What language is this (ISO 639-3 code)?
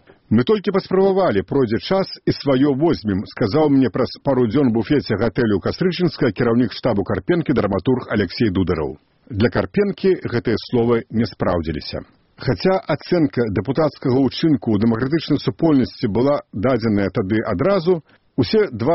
bel